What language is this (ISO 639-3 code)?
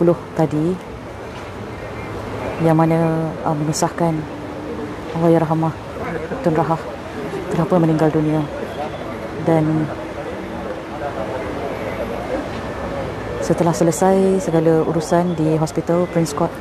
msa